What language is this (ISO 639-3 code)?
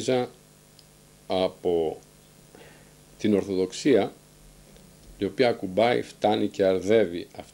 ell